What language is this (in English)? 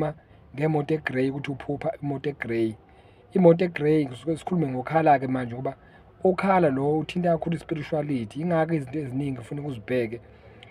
Zulu